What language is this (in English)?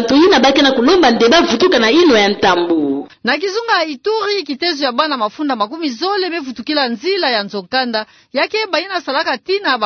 Kituba (Democratic Republic of Congo)